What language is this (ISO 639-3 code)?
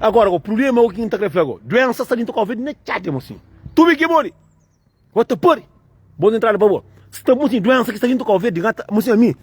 kea